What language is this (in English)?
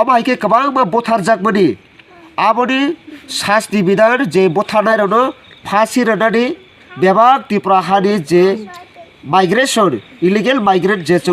Kok Borok